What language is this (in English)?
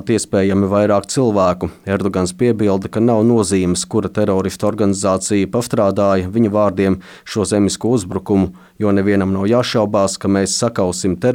Latvian